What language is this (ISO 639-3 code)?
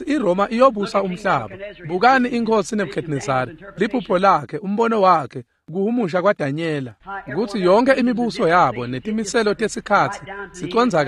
ssw